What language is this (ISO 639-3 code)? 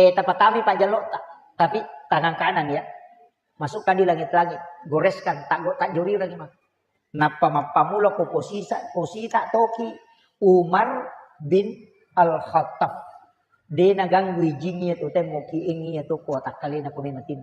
bug